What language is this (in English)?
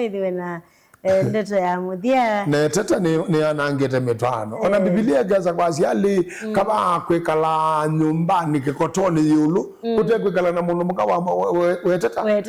Kamba